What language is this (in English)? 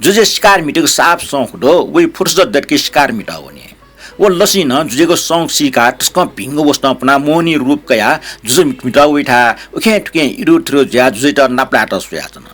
Newari